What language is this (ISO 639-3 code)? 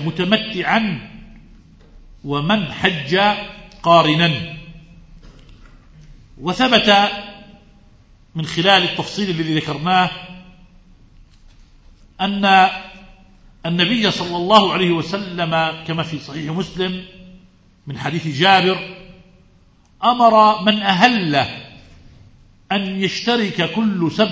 ara